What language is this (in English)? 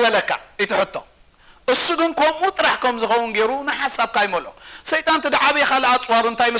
Tigrinya